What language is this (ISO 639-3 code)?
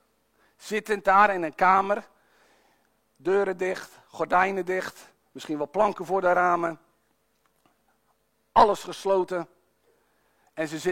nld